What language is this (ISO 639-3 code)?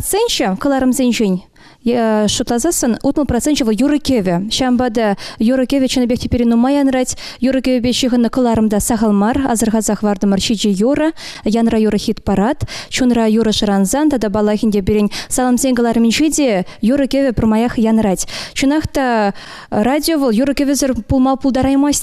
chv